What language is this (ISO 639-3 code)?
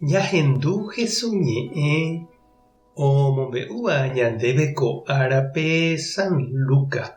grn